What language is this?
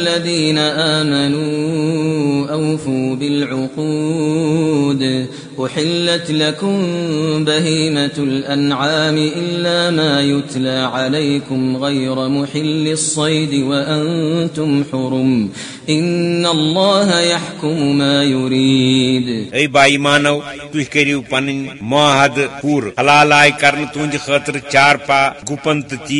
Kashmiri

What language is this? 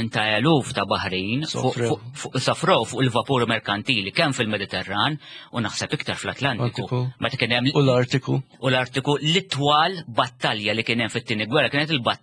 Maltese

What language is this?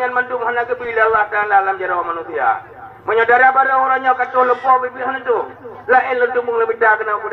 Achinese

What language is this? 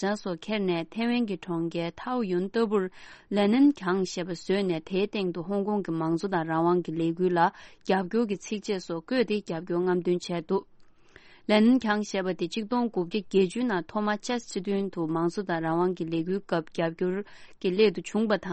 Tibetan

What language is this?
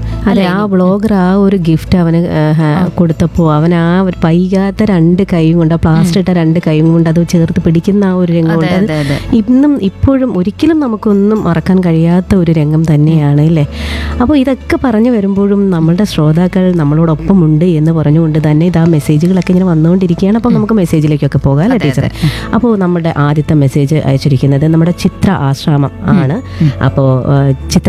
Malayalam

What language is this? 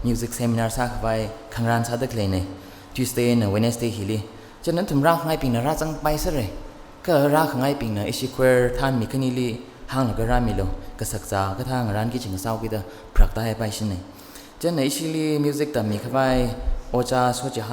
Tangkhul Naga (India)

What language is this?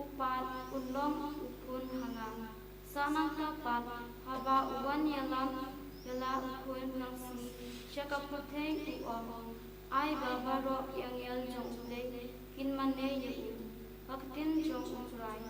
Khasi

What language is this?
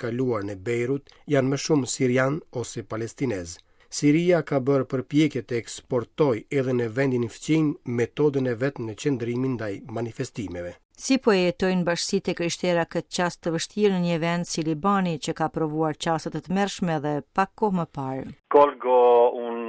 Albanian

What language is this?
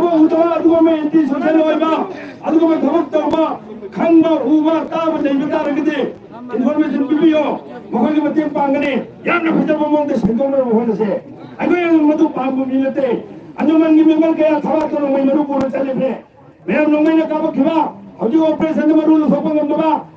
Manipuri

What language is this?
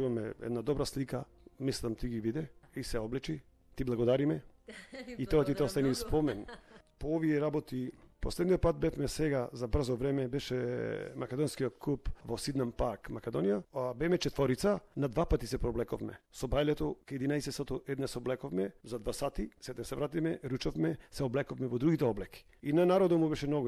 Macedonian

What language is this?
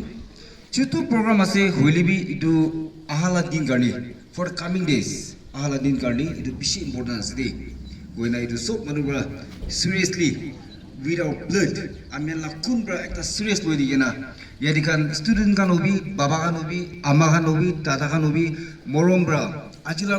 Naga Pidgin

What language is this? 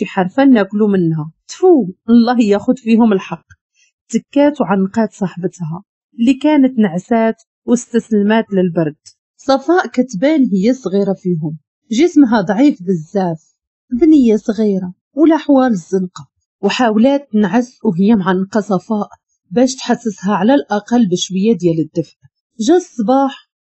Moroccan Arabic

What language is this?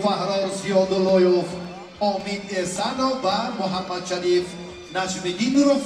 Tajik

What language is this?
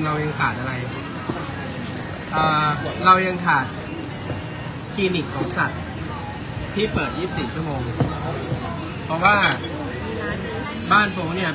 Thai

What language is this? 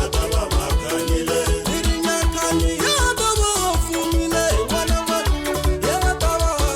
Tsonga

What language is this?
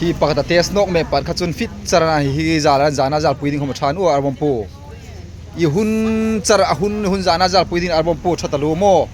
Hmar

